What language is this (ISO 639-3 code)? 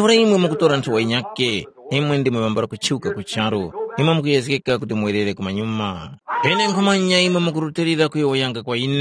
tum